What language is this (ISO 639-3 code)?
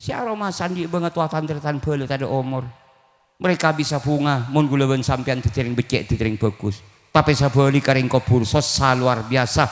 mad